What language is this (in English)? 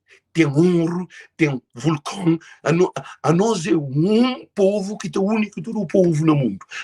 Kabuverdianu